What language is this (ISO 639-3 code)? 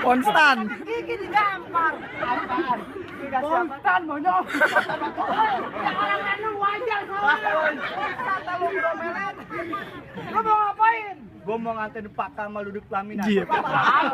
bew